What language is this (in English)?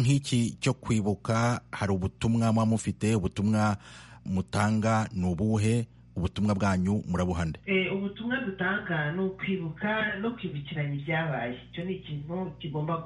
Kinyarwanda